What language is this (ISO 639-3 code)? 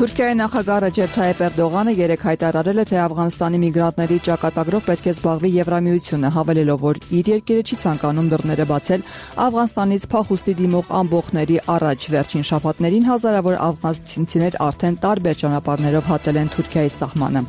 hye